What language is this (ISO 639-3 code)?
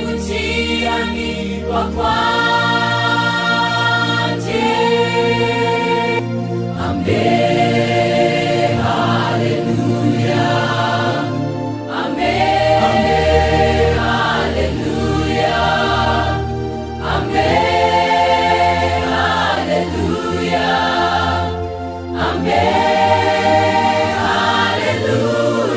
kin